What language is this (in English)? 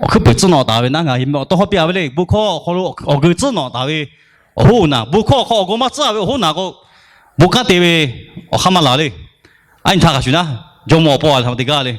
Lahu